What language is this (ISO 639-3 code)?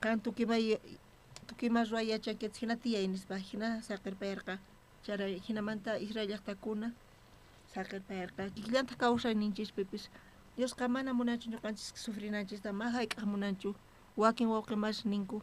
quh